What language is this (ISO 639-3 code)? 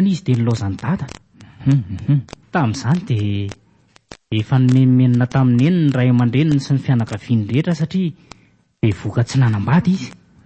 mlg